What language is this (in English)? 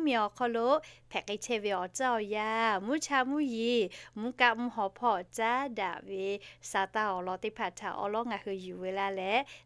Lahu